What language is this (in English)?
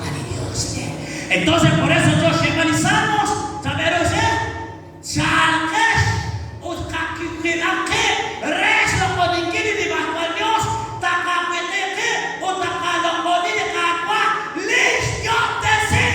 Kekchí